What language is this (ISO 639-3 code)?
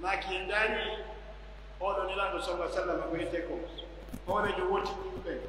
fuf